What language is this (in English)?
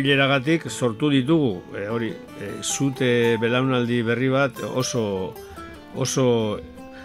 Basque